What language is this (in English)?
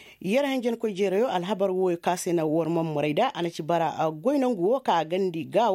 Koyraboro Senni